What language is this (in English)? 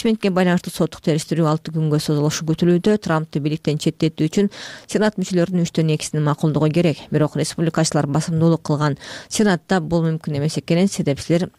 Kyrgyz